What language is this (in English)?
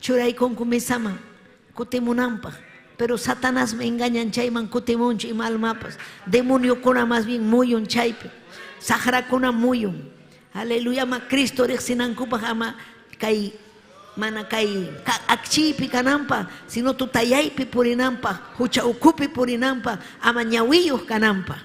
Ayacucho Quechua